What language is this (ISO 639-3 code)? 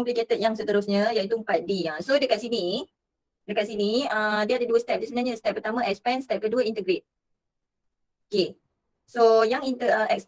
msa